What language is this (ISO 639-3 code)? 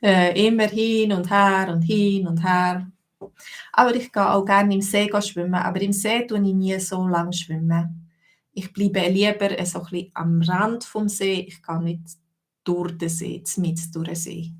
gsw